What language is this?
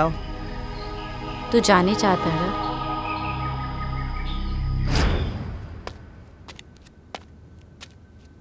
Bhojpuri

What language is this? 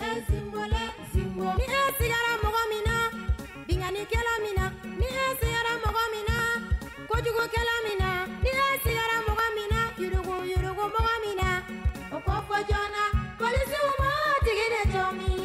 Bambara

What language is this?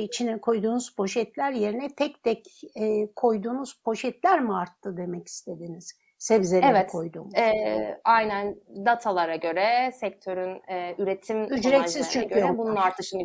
Turkish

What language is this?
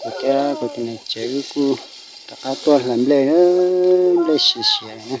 Hmong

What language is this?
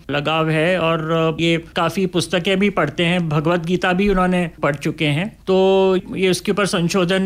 Hindi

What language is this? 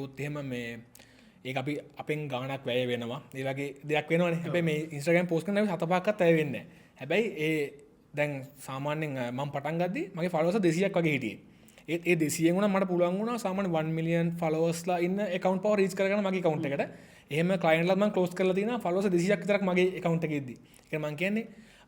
Sinhala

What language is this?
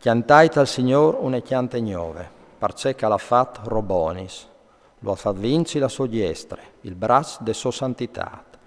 Friulian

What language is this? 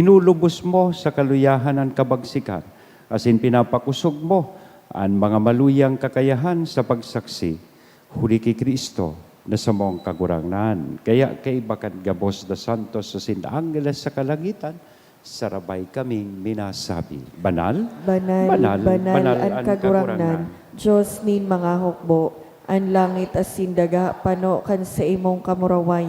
Bikol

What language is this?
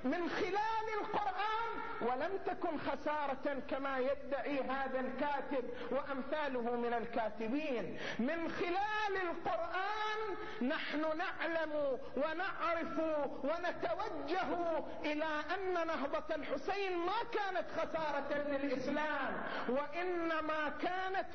Arabic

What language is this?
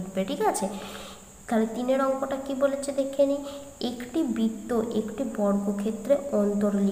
Bangla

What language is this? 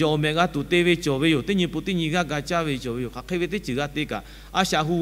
Lahu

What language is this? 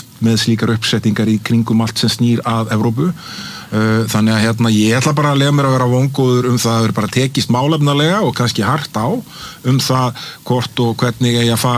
Icelandic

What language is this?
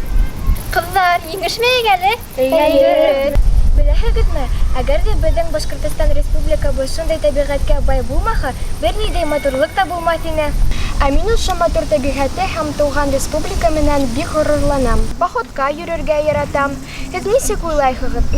Bashkir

